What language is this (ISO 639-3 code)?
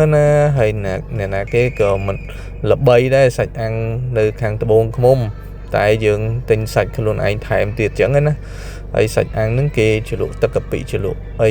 khm